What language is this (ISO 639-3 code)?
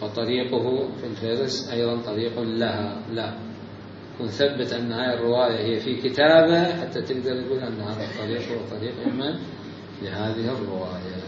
acm